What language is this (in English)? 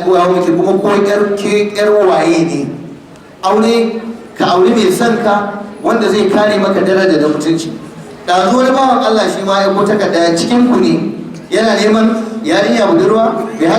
Hausa